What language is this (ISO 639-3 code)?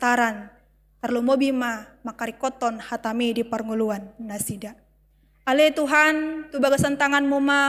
bbc